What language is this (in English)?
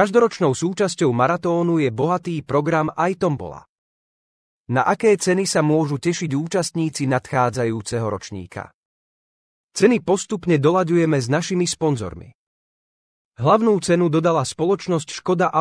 Slovak